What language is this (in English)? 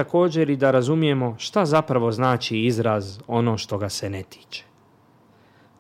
Bosnian